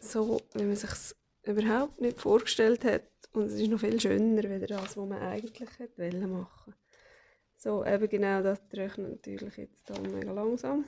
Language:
Swiss German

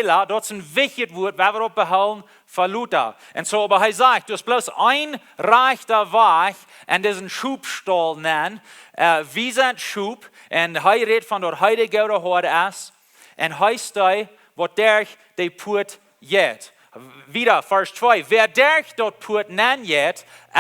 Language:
Plautdietsch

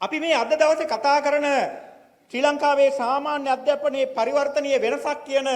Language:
Sinhala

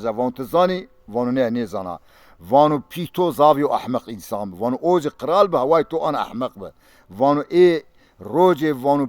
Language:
Zaza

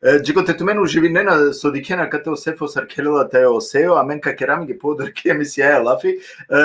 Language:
Balkan Romani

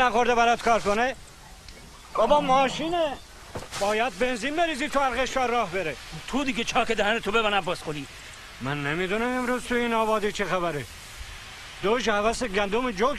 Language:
Persian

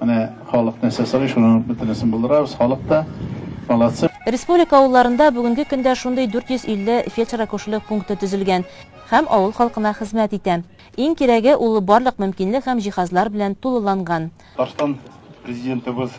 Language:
Tatar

